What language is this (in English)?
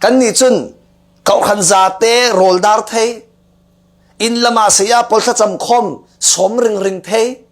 Falam Chin